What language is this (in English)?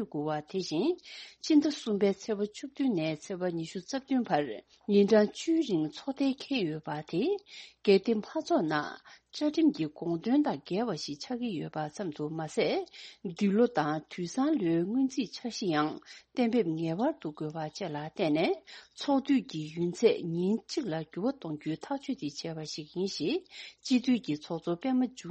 Tibetan